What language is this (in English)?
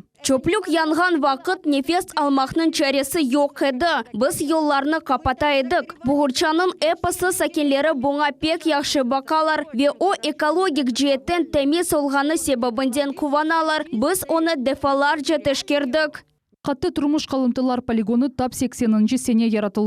Crimean Tatar